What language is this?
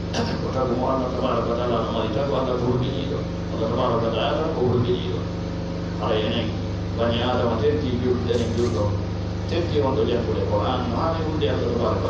Fula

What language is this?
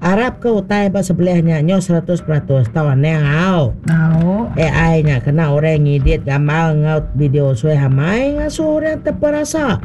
Iban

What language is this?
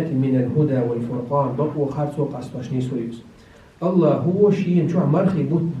Chechen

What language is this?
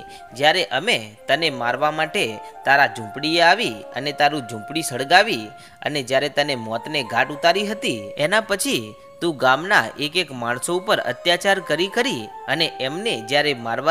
Gujarati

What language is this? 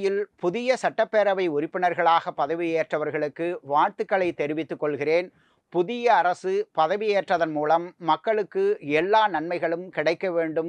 Tamil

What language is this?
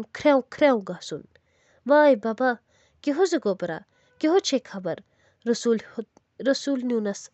Kashmiri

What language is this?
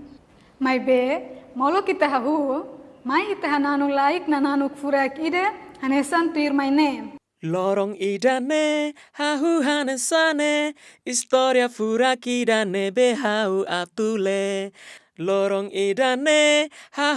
Tetum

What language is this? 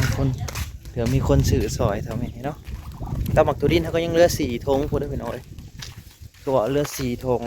Northeastern Thai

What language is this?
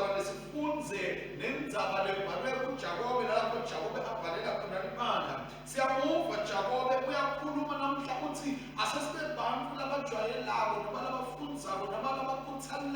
Swati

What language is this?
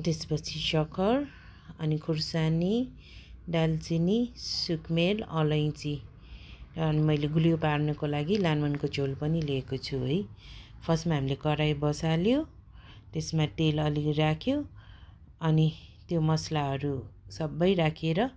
Nepali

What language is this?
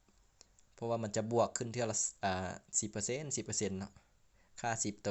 Lao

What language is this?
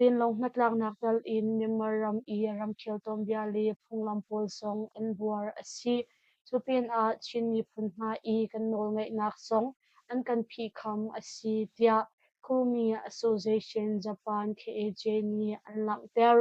Hakha Chin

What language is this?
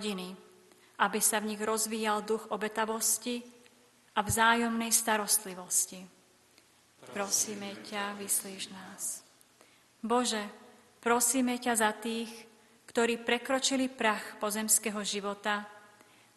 Slovak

